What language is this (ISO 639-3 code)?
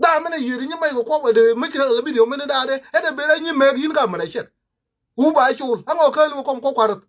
nus